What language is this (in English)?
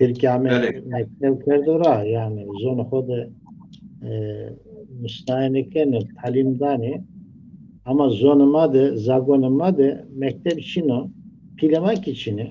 Zaza